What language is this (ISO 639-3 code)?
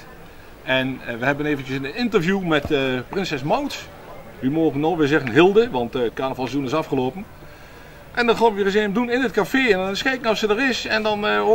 nld